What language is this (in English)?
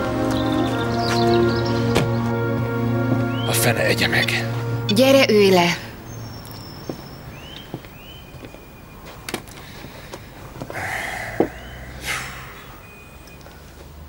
Hungarian